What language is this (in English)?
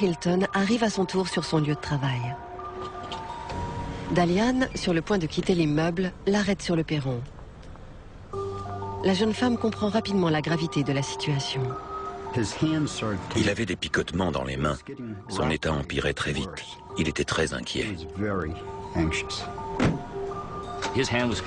French